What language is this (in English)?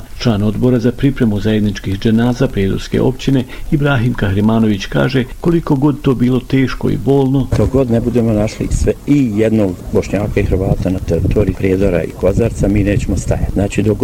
Bosnian